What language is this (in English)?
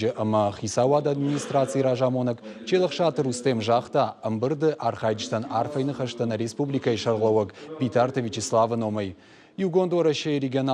Ossetic